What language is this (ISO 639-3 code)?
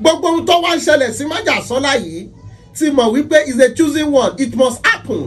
yor